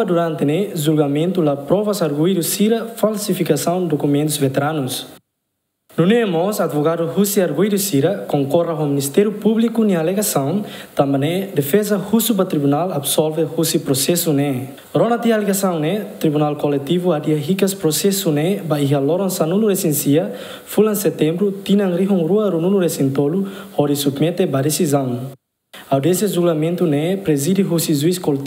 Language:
Tetum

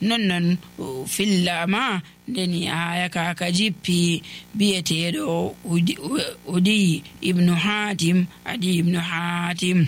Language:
Nigerian Fulfulde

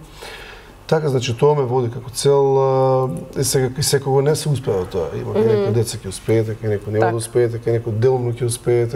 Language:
Macedonian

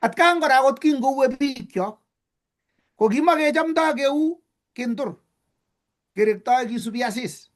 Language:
Kalenjin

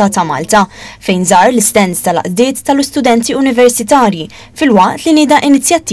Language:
Maltese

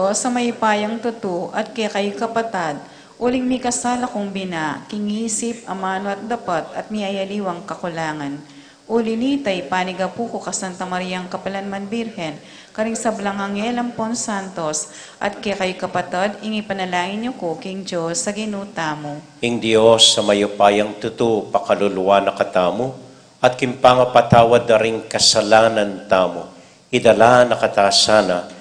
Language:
Pampanga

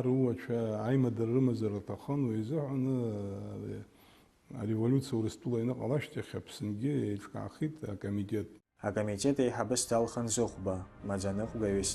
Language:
Abkhazian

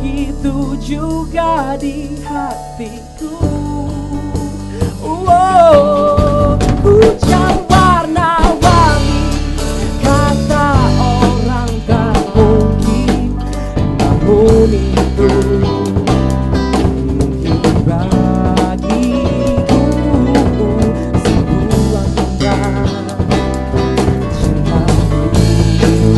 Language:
Indonesian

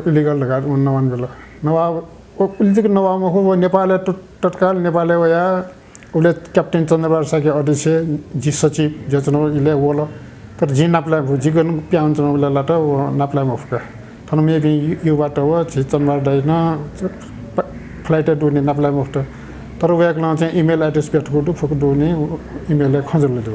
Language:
Newari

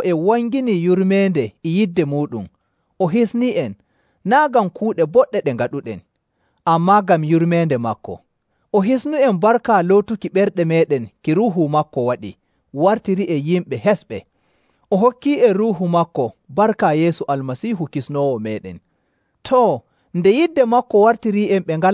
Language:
Nigerian Fulfulde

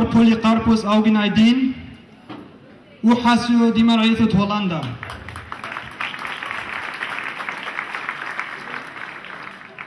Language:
Arabic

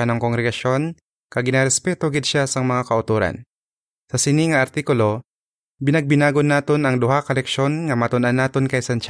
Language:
Hiligaynon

